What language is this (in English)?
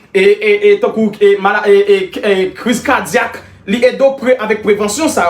Haitian Creole